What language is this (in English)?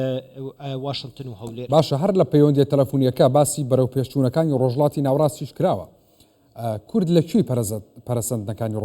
Central Kurdish